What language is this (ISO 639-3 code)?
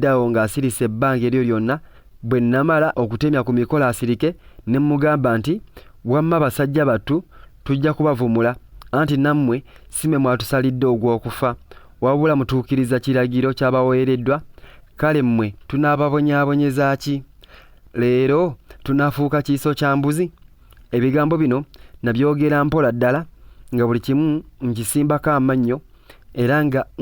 lug